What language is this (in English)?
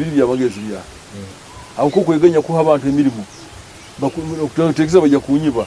Nyoro